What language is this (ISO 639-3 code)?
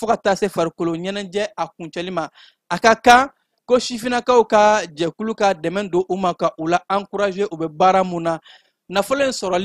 bam